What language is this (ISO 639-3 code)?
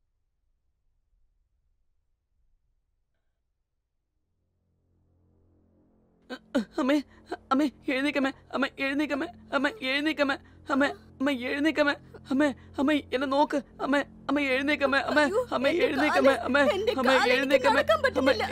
mal